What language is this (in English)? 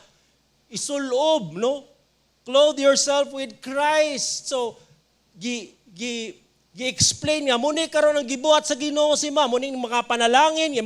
Cebuano